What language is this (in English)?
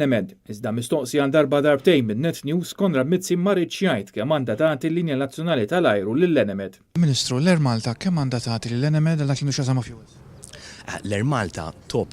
Maltese